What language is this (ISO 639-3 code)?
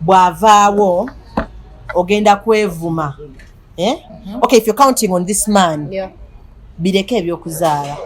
lug